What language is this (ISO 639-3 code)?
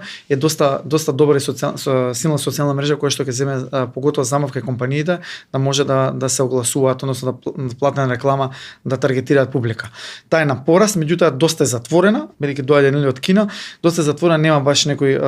mkd